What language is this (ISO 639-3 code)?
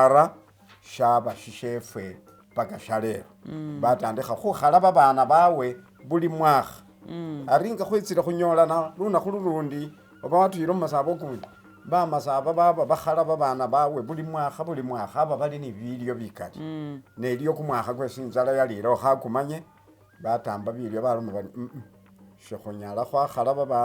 myx